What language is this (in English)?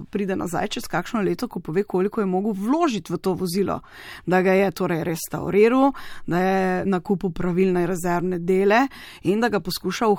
Slovenian